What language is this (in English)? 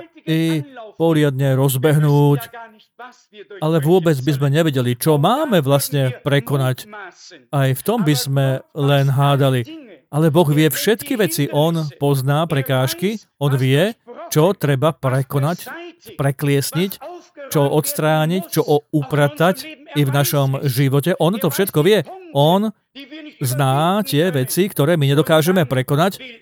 Slovak